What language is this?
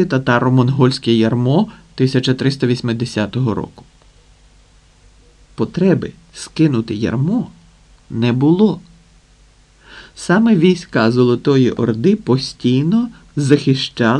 Ukrainian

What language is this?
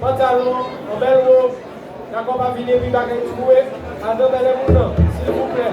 Guadeloupean Creole French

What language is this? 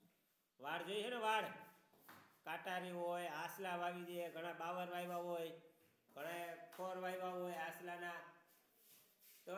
Gujarati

